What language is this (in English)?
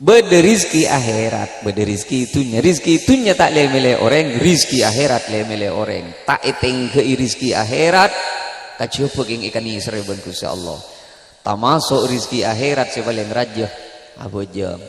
Madurese